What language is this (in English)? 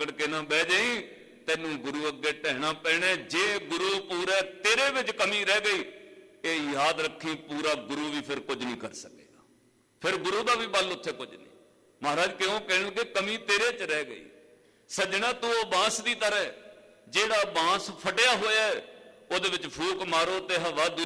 Punjabi